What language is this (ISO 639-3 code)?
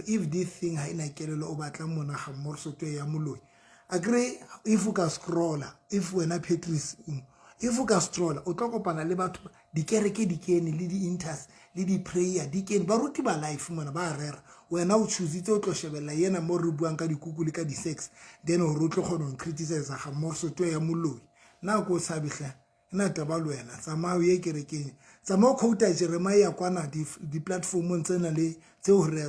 sot